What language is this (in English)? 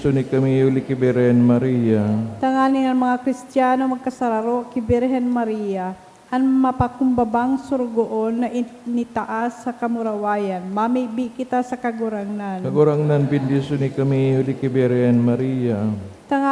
Bikol